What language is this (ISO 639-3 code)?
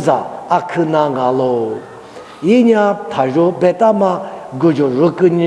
lis